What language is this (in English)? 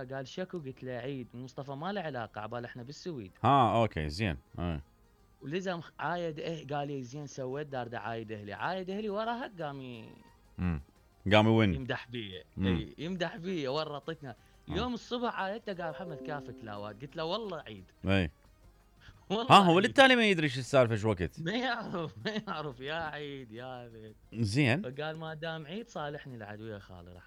Mesopotamian Arabic